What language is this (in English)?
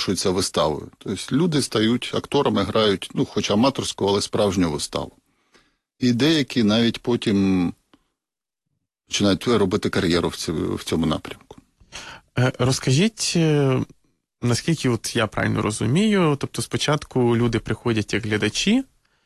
Ukrainian